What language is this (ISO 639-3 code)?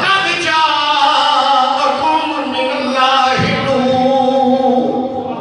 skr